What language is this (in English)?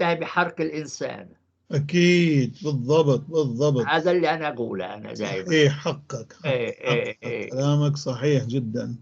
North Levantine Arabic